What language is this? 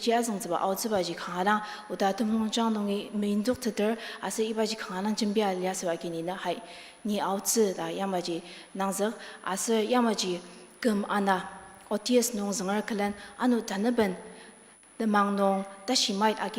Ao Naga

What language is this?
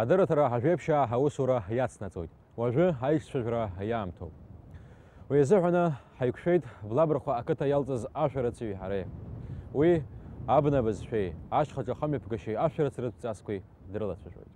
Abkhazian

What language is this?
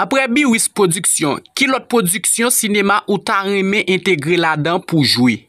Haitian Creole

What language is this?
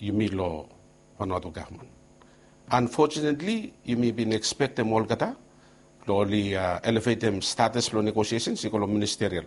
Bislama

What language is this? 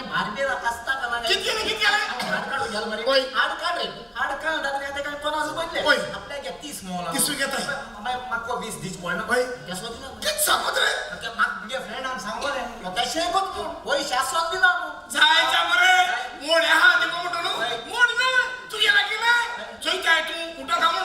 Konkani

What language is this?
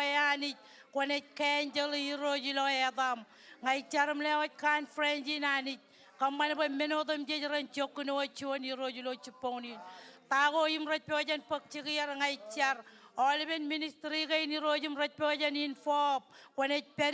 Marshallese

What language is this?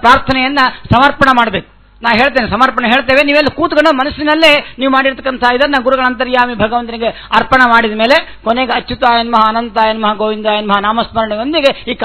Kannada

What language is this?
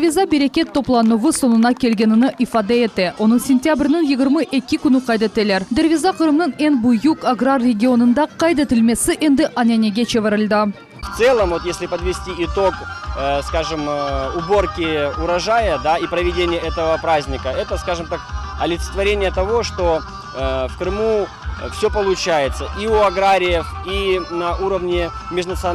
Crimean Tatar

